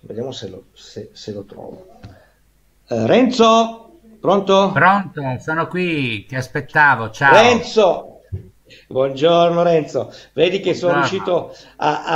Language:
Italian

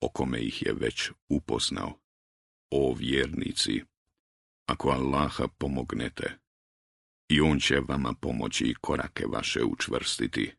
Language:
Bosnian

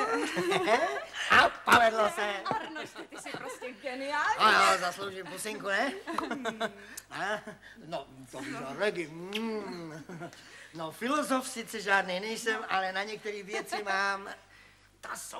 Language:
Czech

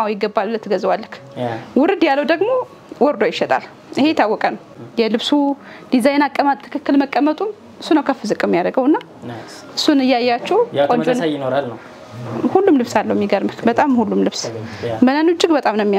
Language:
Amharic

